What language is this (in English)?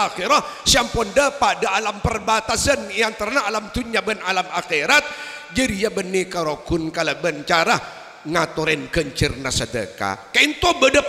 Madurese